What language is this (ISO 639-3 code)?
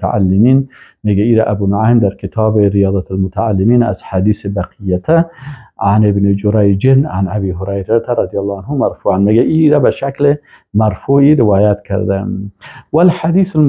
fas